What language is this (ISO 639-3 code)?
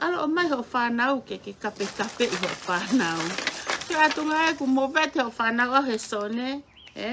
ton